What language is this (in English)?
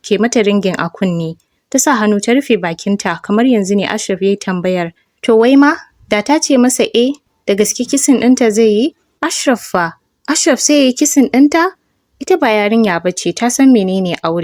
Hausa